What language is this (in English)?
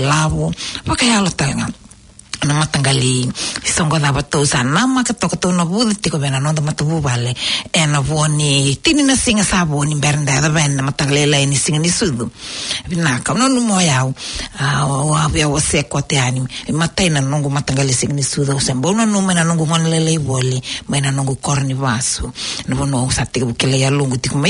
Fijian